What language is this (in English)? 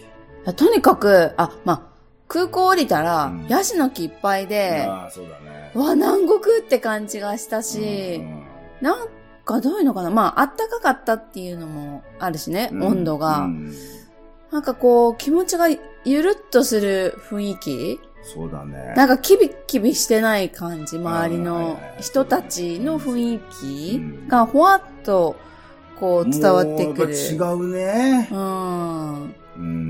Japanese